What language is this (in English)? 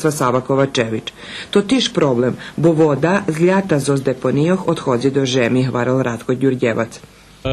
Rusyn